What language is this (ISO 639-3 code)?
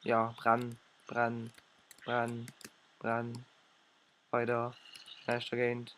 ltz